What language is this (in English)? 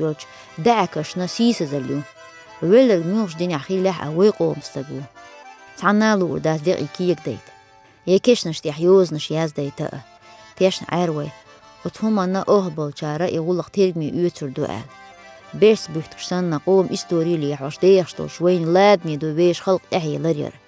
Chechen